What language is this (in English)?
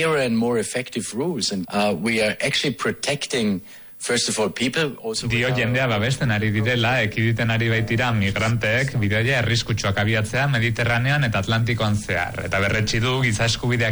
Basque